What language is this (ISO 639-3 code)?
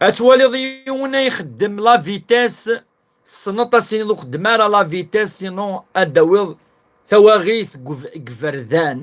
kab